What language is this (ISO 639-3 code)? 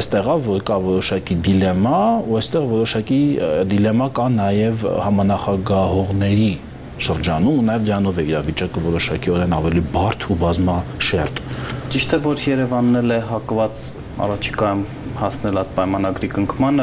hye